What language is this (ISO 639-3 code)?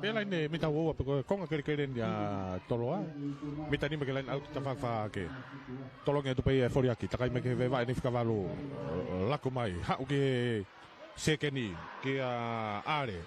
ton